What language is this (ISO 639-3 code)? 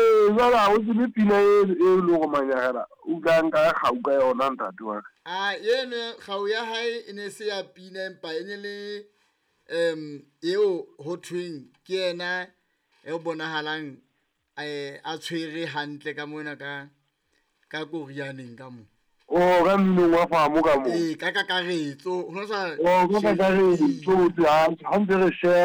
sot